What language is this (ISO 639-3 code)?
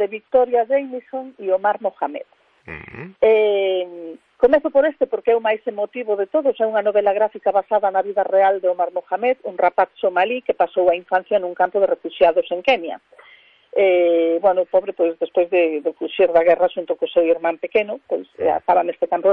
glg